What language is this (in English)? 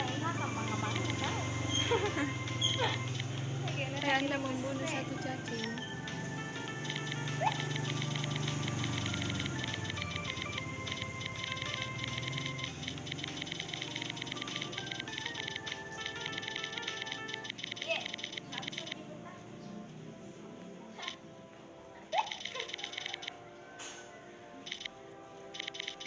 Indonesian